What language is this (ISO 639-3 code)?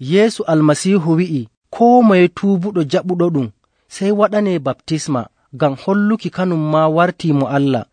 fuv